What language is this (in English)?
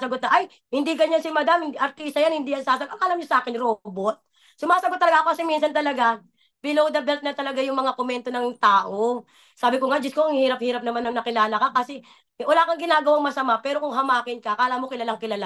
Filipino